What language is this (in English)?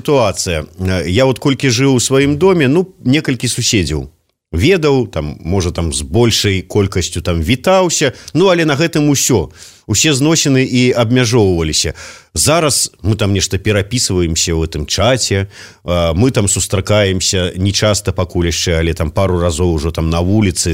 Belarusian